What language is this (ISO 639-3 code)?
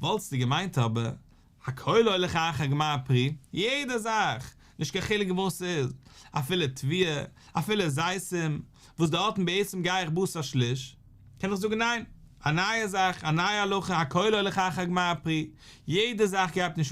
yid